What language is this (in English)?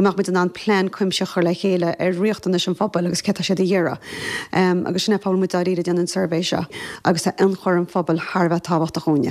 Irish